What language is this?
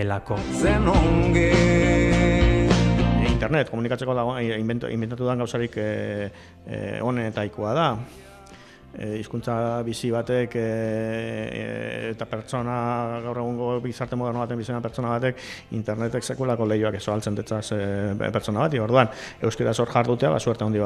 Basque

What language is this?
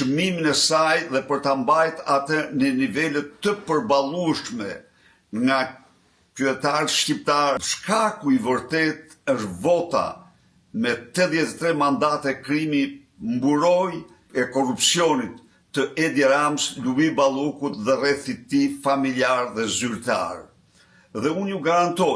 Albanian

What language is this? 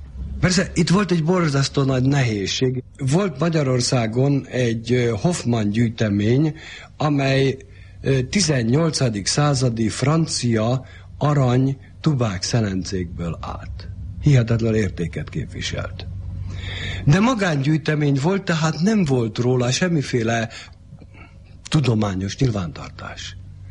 Hungarian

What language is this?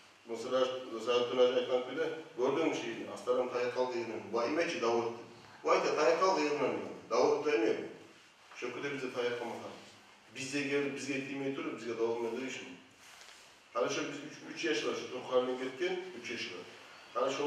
Kumyk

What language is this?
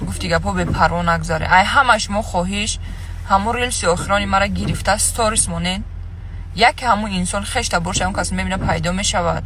Tajik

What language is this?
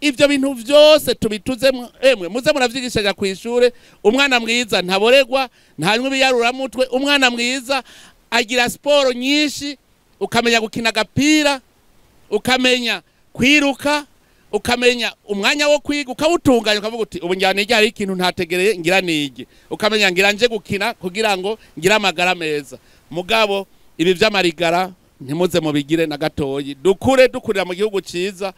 Rundi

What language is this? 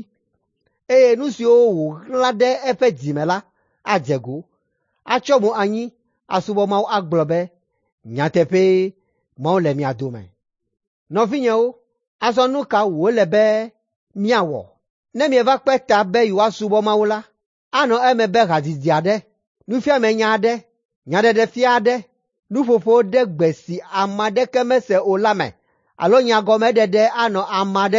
Ewe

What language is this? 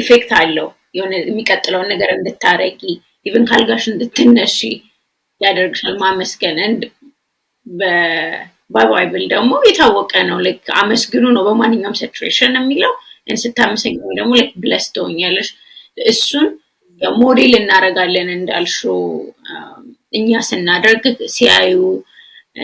Amharic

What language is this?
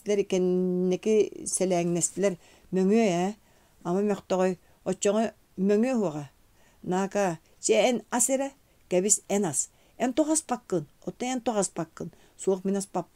Yakut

